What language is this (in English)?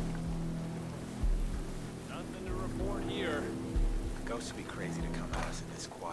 English